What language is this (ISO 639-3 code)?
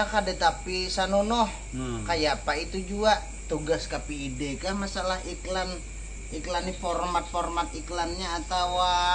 bjn